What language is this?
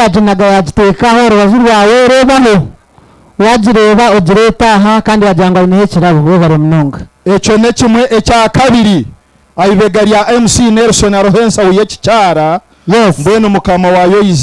Nyankole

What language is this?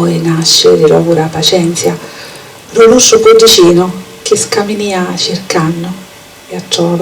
Sicilian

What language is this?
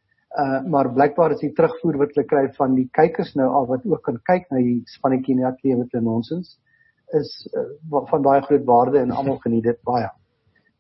Afrikaans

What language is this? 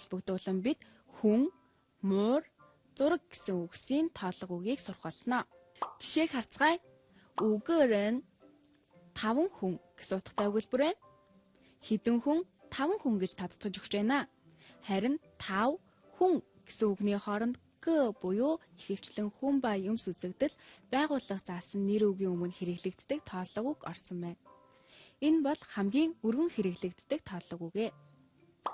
Mongolian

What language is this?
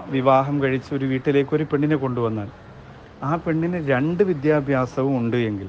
Malayalam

